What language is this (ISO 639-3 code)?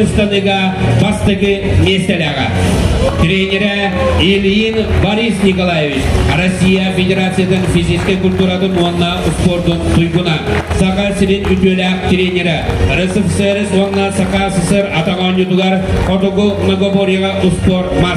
sah